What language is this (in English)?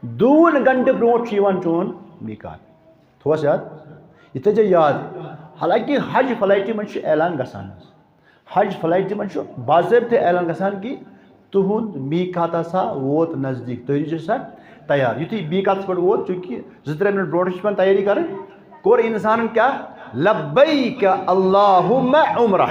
Kashmiri